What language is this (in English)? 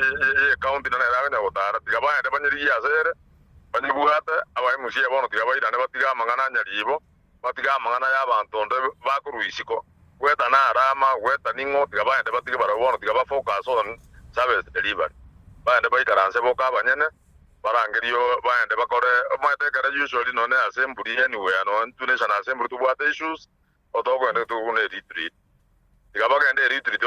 Gusii